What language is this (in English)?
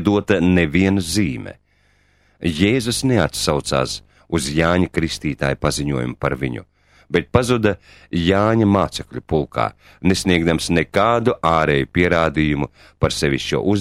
Latvian